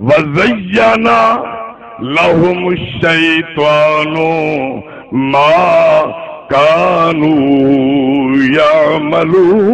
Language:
Saraiki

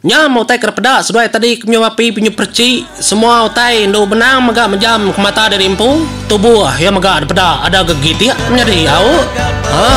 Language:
Iban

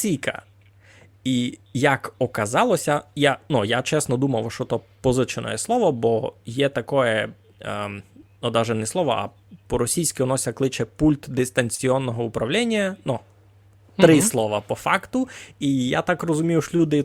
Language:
Rusyn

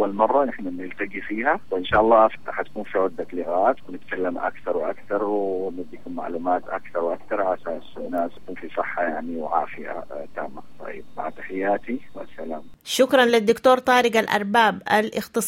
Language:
Sudanese Arabic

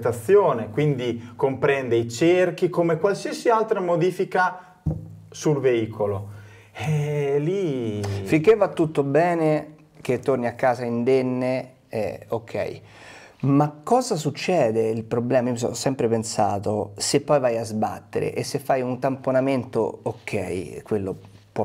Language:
Italian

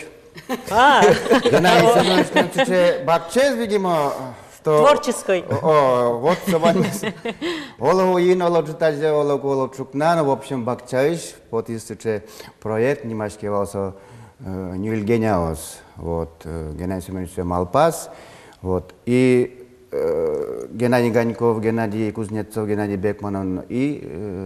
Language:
Udmurt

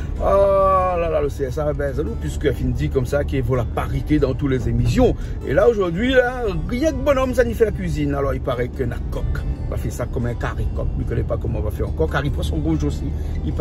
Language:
Réunion Creole French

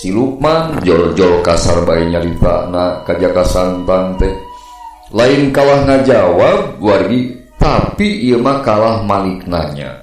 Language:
Sundanese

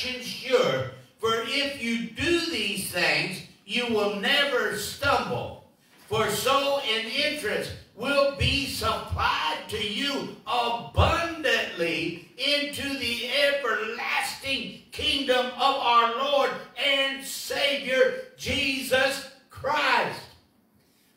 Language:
English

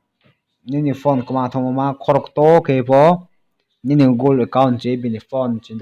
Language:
Riang (India)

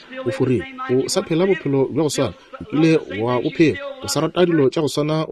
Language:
Northern Sotho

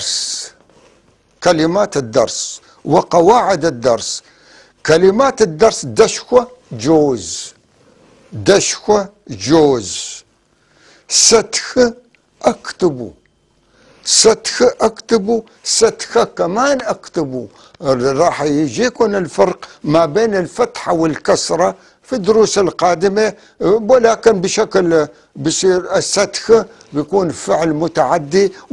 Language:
North Levantine Arabic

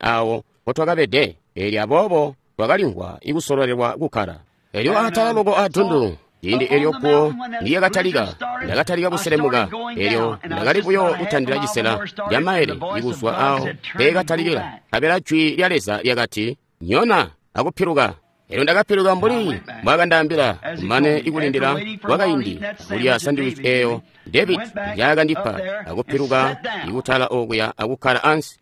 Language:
Tonga (Zambia)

